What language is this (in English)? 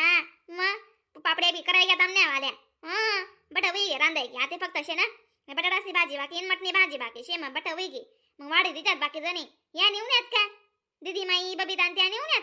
Khandesi